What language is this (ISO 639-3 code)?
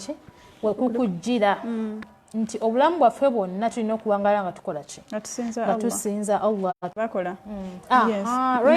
lug